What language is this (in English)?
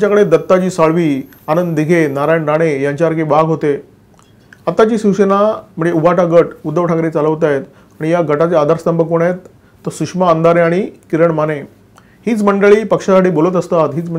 Marathi